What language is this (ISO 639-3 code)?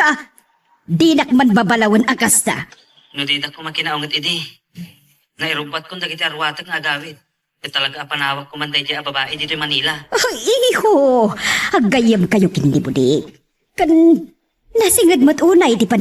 ilo